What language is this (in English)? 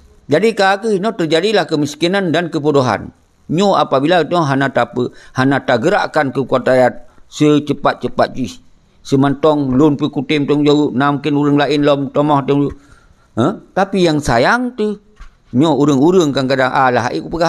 Achinese